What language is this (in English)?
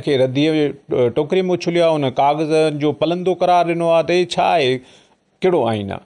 Sindhi